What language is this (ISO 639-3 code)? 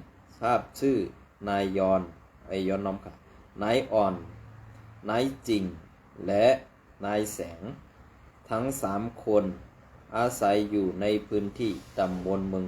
shn